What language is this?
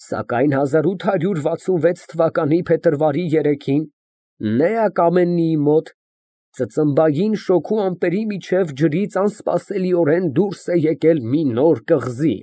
Armenian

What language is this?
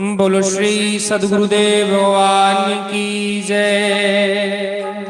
Dogri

